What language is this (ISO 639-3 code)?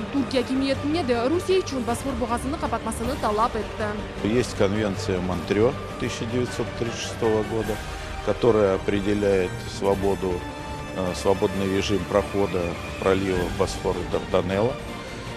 crh